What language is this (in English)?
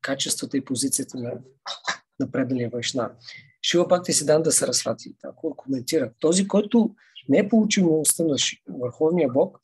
Bulgarian